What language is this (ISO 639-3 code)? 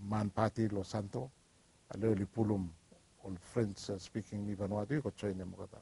bis